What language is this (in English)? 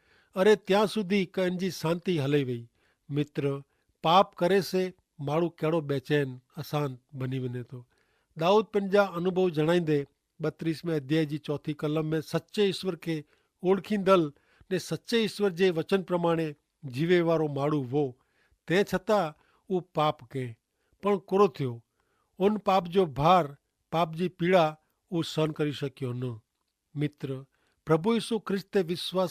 Kachhi